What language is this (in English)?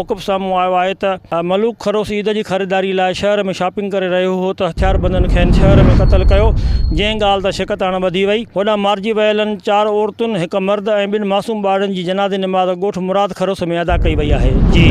Sindhi